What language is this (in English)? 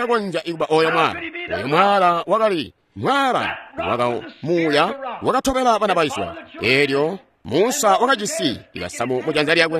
Tonga (Zambia)